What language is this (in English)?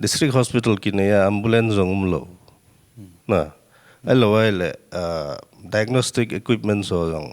Paite Chin